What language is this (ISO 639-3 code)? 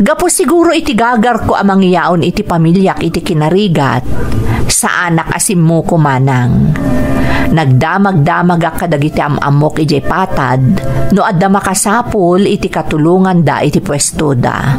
ilo